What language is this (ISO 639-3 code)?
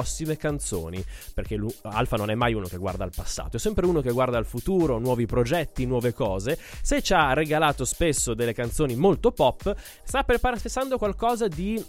ita